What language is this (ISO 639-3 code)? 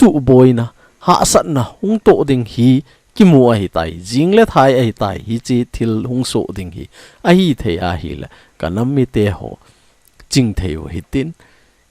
tcz